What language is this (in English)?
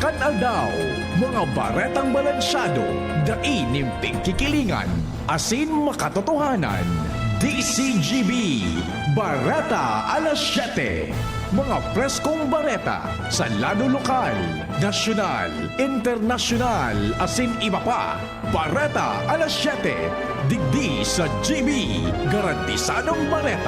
Bikol